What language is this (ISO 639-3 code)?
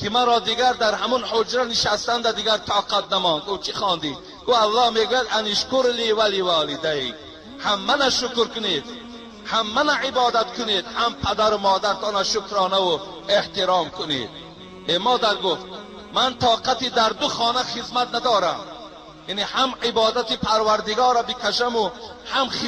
tgk